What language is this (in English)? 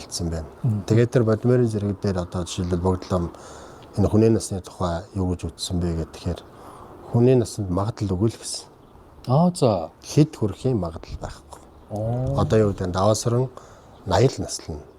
Mongolian